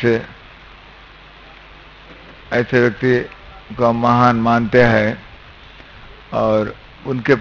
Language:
Hindi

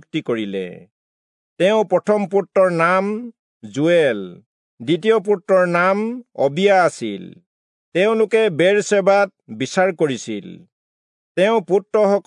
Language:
Assamese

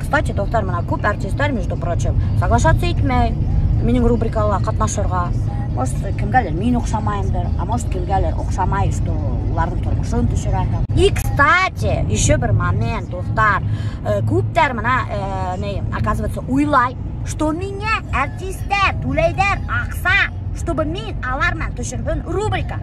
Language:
Bashkir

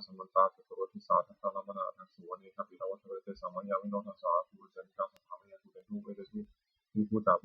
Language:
Pali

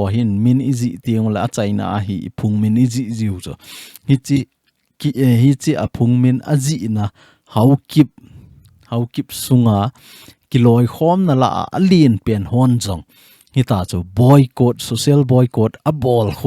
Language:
Thado Chin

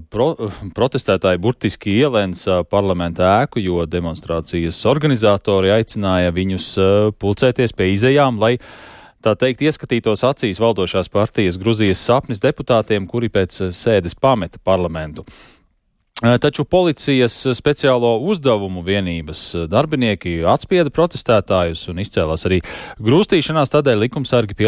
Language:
Latvian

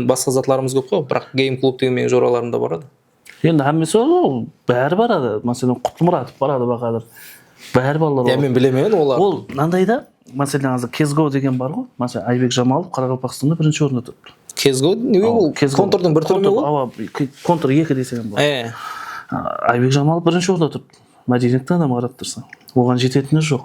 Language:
Kara-Kalpak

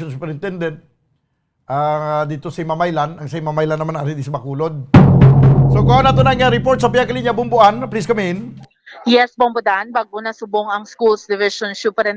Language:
Hiligaynon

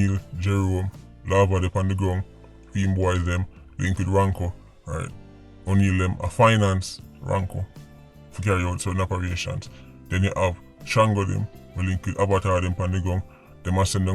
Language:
Jamaican Creole English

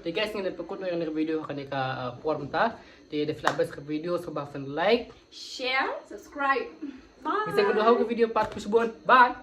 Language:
Khasi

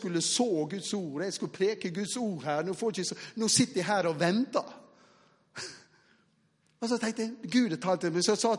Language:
Norwegian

